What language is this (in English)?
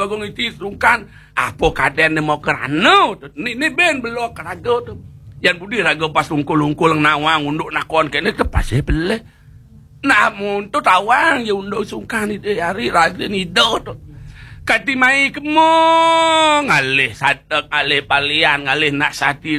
Balinese